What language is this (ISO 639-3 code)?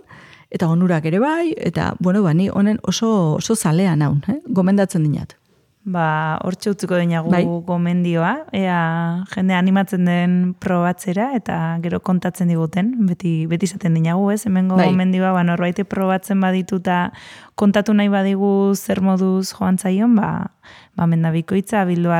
eus